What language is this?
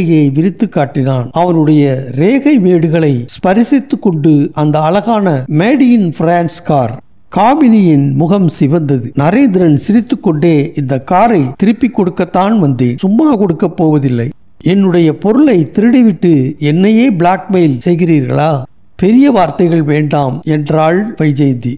Tamil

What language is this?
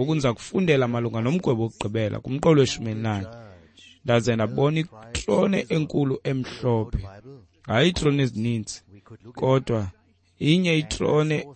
Xhosa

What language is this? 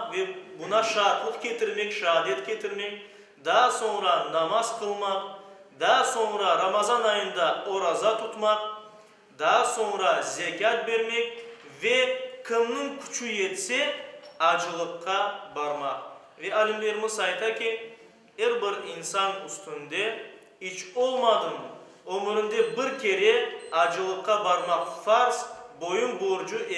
Crimean Tatar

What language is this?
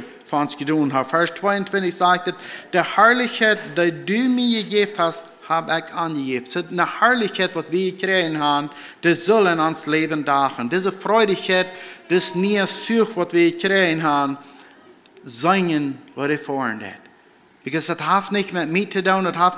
Plautdietsch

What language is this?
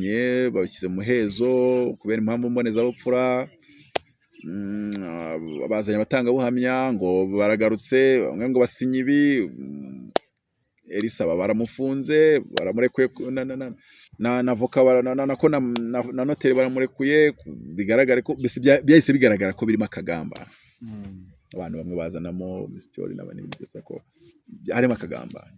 Kinyarwanda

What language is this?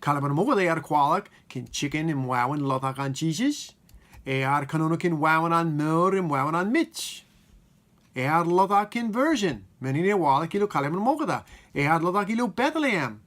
Marshallese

